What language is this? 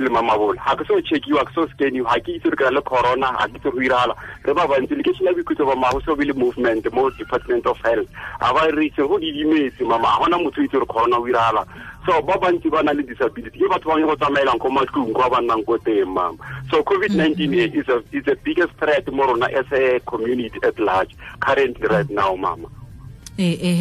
Tswana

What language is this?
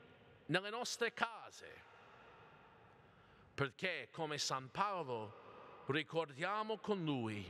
Italian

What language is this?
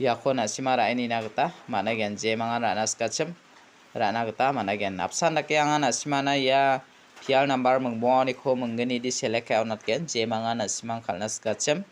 Garo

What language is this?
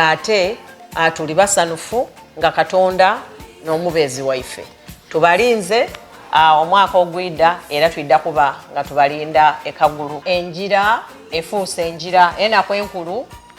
Soga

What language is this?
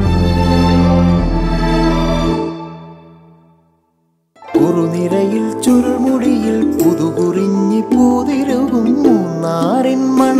Malayalam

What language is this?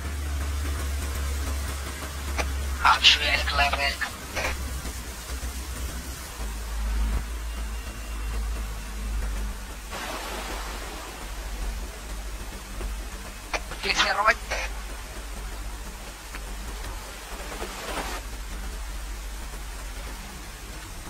Moroccan Arabic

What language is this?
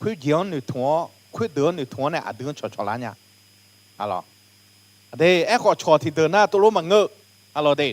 Akha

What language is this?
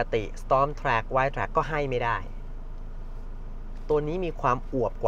Thai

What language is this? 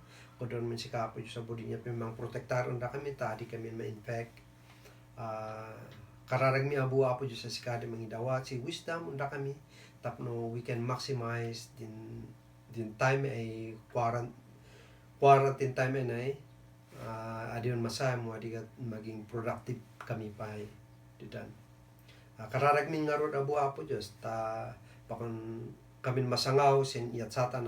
Kankanaey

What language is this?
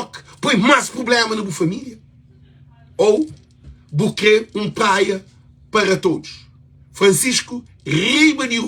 Kabuverdianu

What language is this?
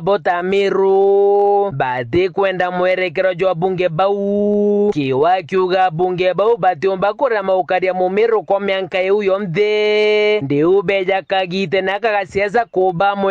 Meru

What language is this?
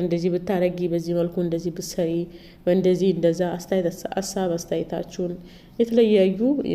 Amharic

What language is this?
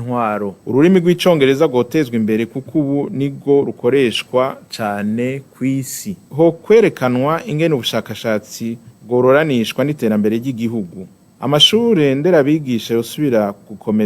Rundi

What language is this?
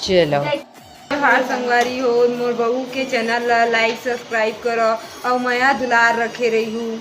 Chhattisgarhi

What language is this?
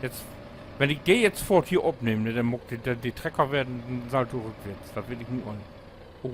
Low German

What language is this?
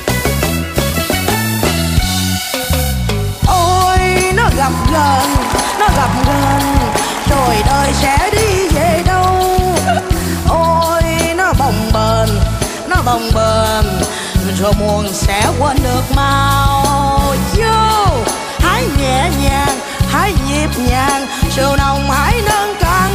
Vietnamese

